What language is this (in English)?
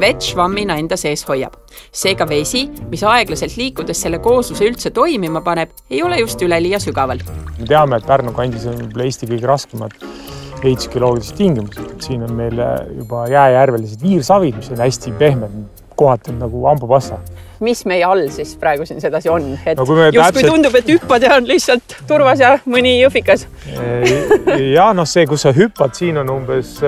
Estonian